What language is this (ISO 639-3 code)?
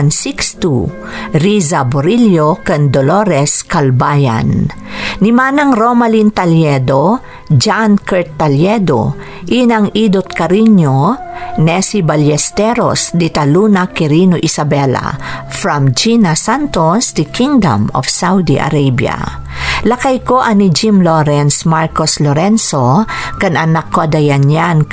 ilo